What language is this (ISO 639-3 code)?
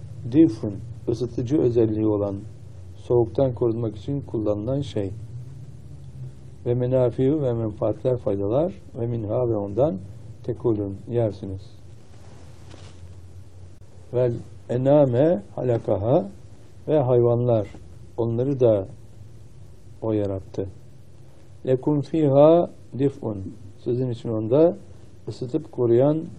tur